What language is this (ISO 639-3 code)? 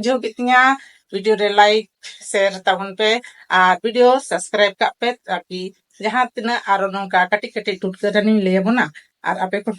sat